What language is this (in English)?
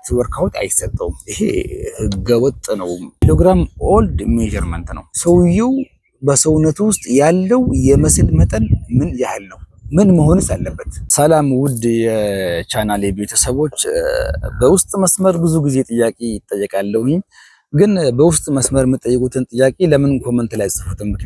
Amharic